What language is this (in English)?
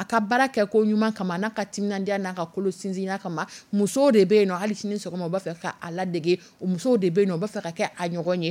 Dyula